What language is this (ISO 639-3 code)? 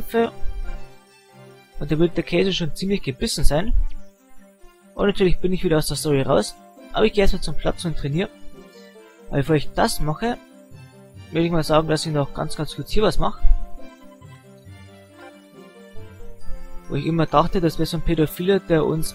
deu